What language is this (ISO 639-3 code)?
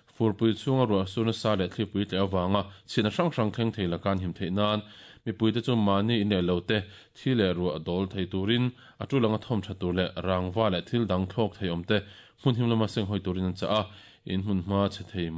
lus